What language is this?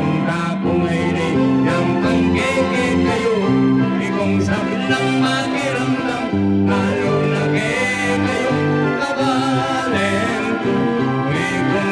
Pampanga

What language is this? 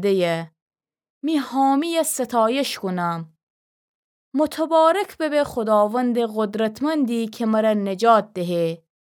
Gilaki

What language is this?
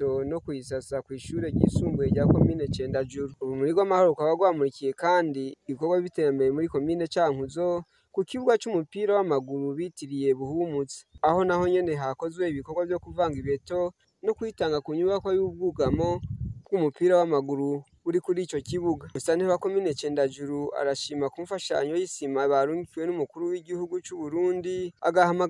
Rundi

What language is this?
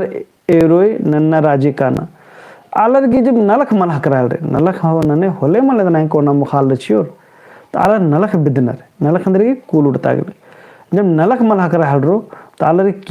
Kurukh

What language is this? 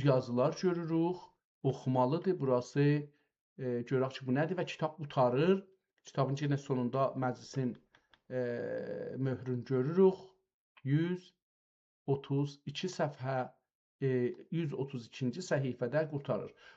South Azerbaijani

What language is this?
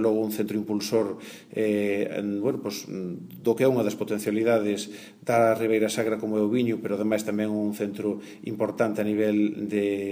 Galician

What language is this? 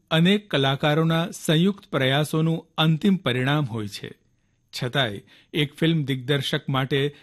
Gujarati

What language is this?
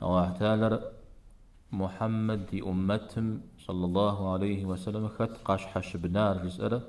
Kabardian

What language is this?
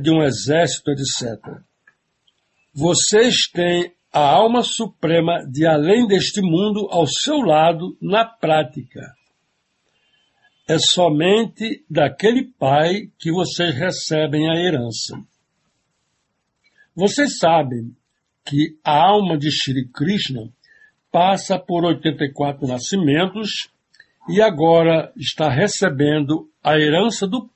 Portuguese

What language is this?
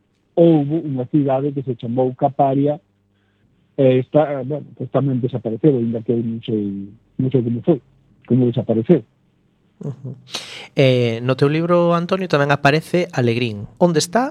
Galician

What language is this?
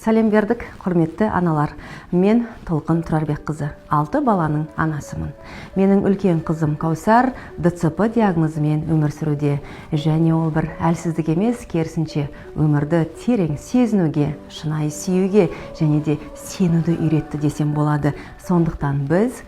Kazakh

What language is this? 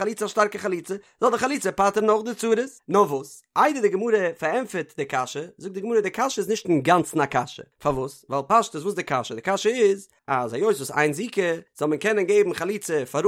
Yiddish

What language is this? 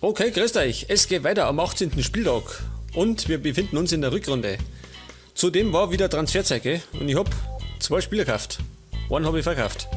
Bavarian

